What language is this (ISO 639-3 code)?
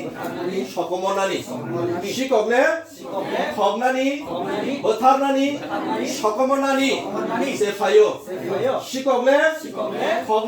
trp